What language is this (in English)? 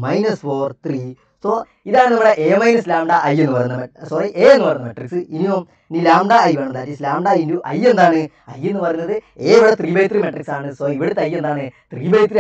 Malayalam